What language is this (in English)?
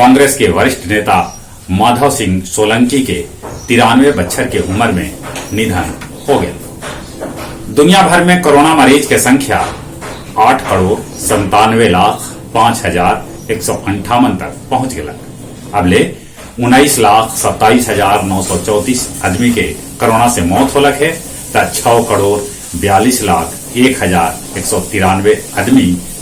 Magahi